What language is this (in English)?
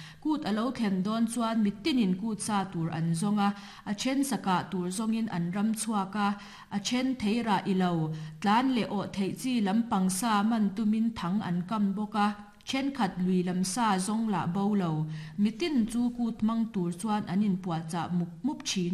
Mizo